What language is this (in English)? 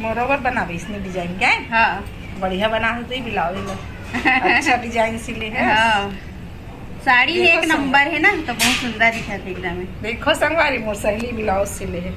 Chhattisgarhi